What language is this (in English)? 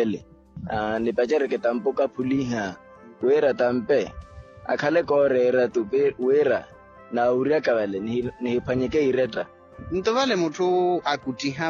Makhuwa